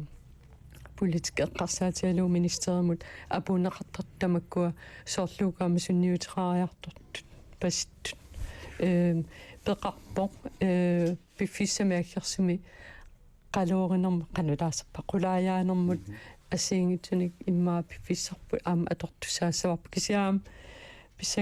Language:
Kalaallisut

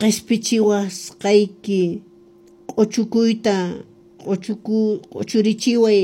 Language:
Quechua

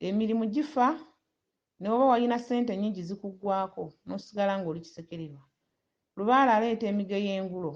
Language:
Ganda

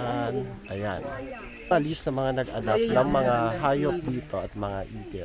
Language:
Filipino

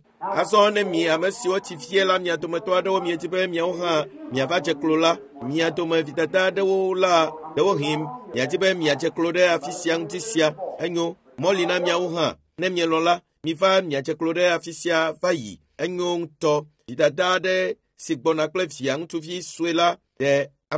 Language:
Ewe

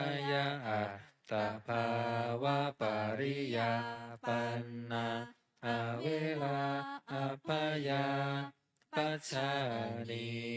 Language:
Pali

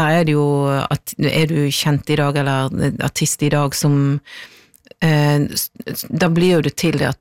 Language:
Norwegian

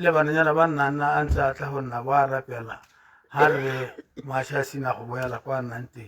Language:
Tswana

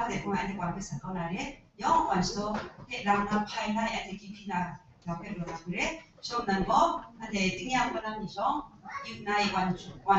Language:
Kachin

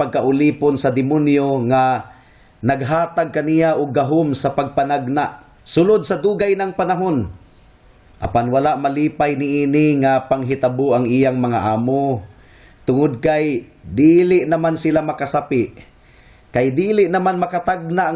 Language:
Cebuano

